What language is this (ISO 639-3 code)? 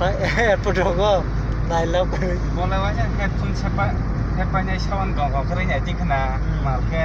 trp